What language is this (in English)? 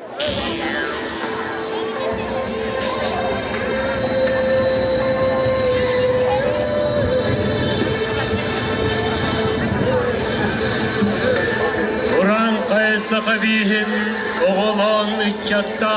Yakut